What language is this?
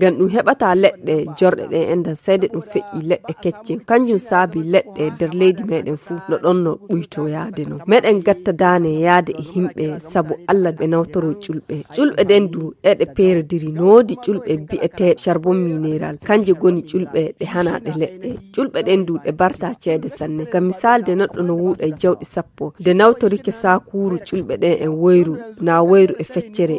Fula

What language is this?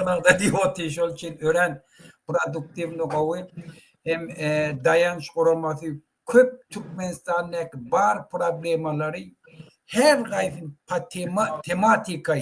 Turkmen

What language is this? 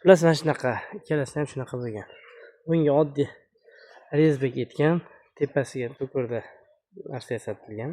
Uzbek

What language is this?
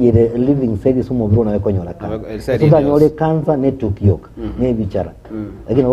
Gusii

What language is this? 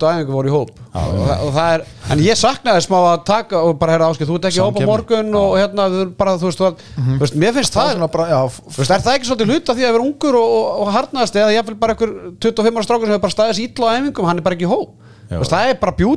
Icelandic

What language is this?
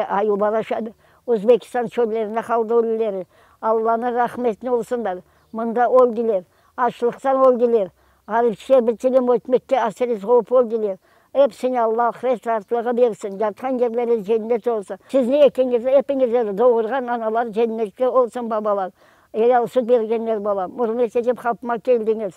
Crimean Tatar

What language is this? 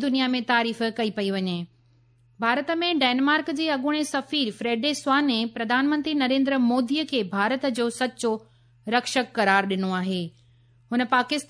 Sindhi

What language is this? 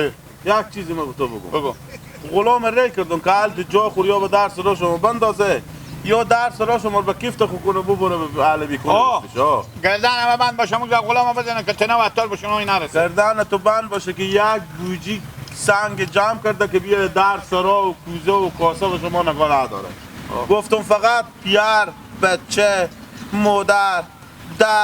Persian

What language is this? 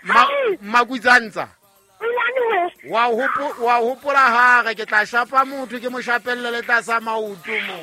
Southern Sotho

